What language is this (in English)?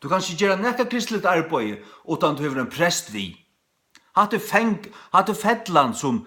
Faroese